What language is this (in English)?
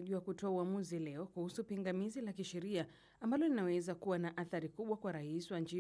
Swahili